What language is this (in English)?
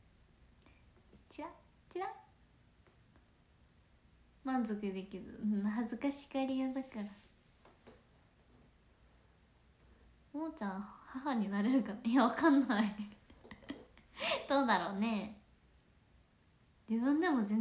Japanese